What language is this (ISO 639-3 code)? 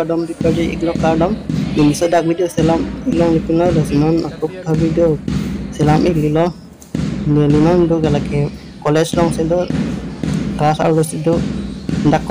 mjw